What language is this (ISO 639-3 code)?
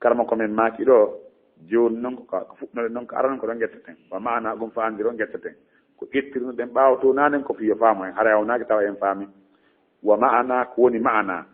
ful